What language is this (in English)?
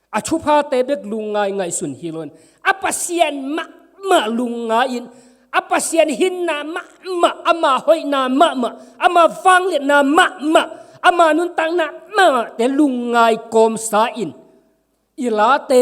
Tedim Chin